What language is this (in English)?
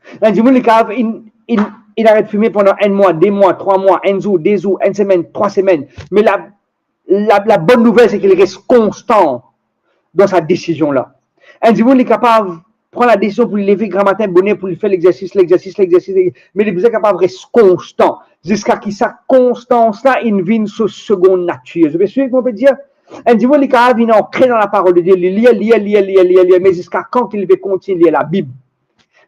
Morisyen